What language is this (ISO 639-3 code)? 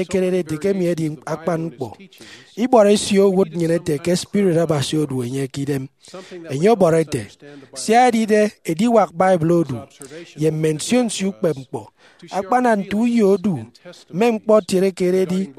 efi